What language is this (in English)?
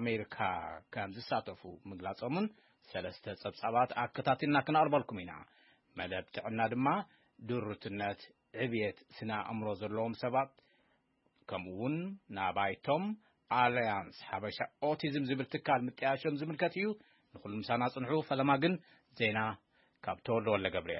Tigrinya